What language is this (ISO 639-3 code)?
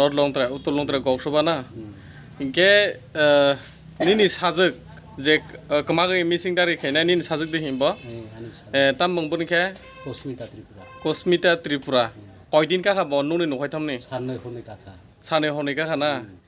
trp